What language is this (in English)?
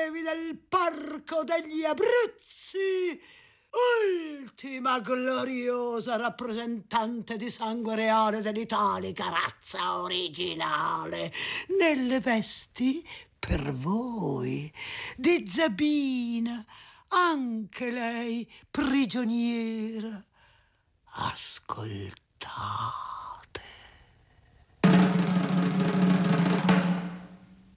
Italian